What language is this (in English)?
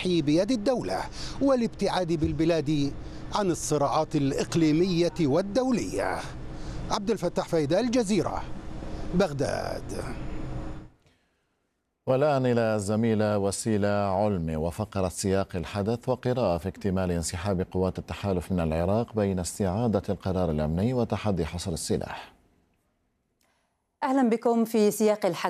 Arabic